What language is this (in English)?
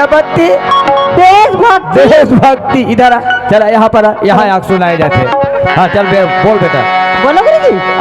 Chhattisgarhi